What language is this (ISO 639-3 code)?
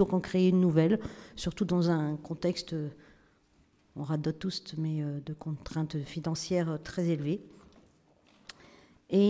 fra